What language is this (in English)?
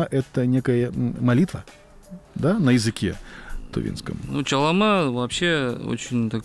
Russian